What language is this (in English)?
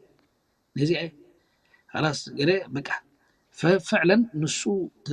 Tigrinya